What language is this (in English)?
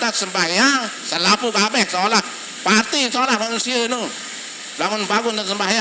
Sasak